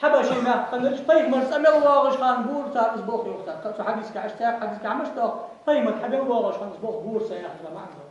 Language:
Ingush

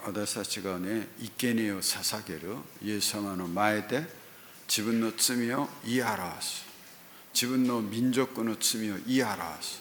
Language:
Japanese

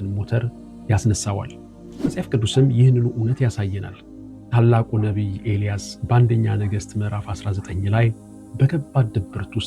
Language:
Amharic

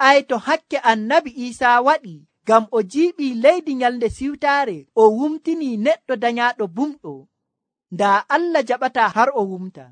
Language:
Nigerian Fulfulde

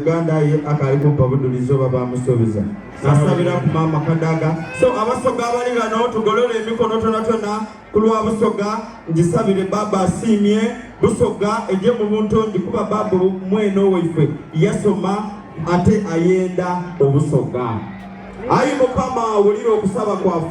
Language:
Soga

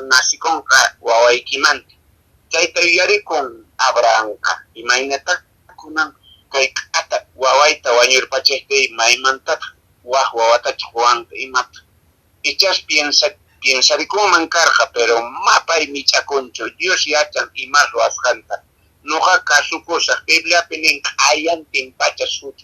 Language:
Quechua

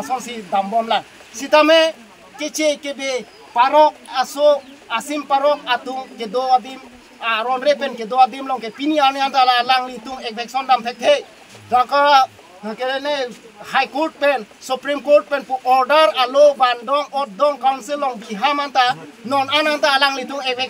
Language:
Karbi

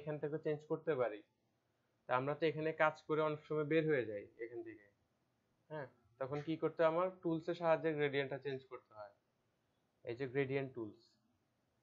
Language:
Bangla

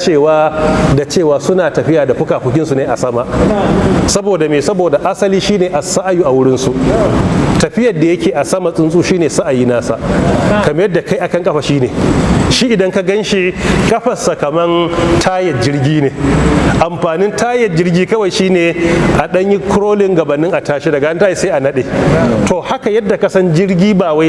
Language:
Hausa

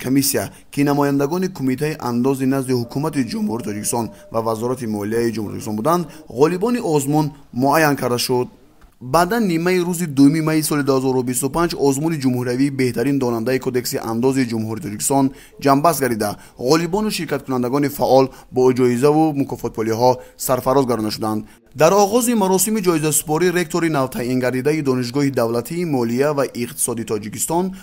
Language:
Tajik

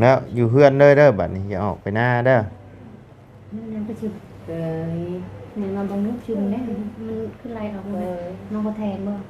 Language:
Lao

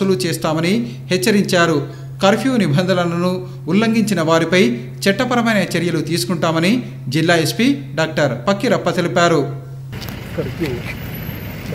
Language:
Telugu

